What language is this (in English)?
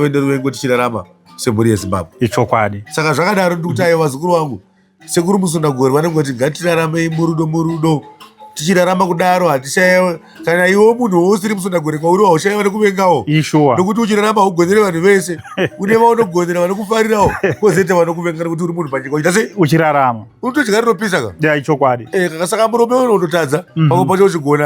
Shona